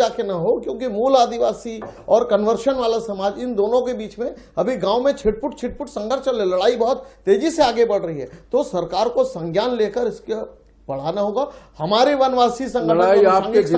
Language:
Hindi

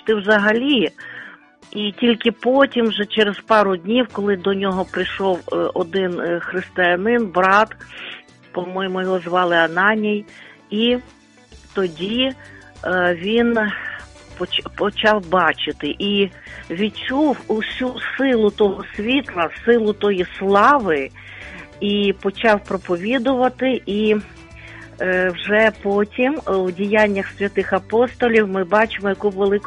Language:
Ukrainian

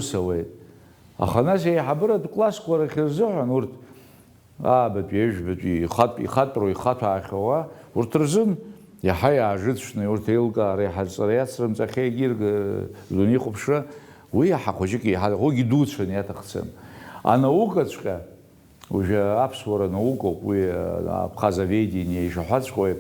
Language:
Abkhazian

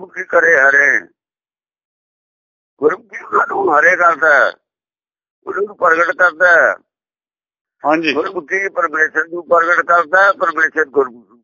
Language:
Punjabi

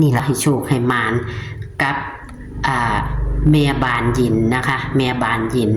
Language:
Northeastern Thai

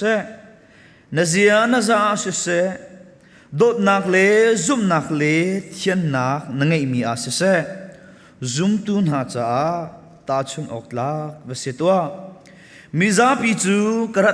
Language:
Hakha Chin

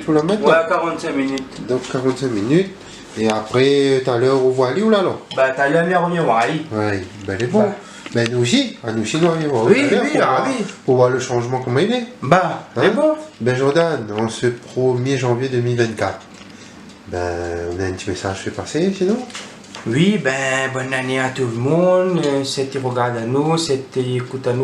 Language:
Réunion Creole French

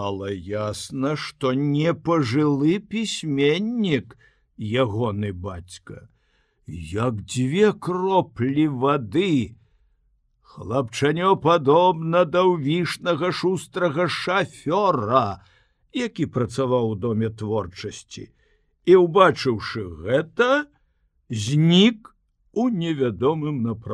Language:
Belarusian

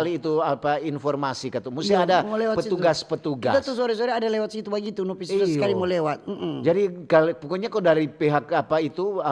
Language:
Manado Malay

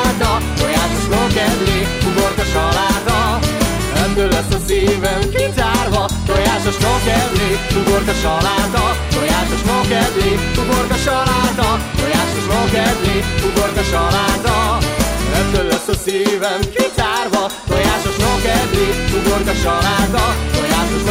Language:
Hungarian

